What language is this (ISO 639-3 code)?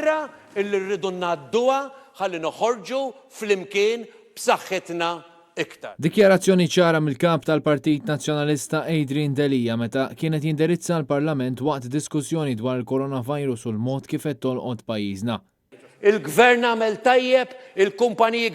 mlt